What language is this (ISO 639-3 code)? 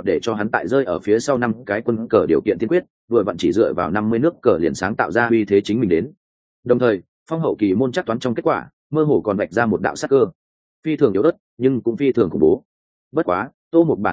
vie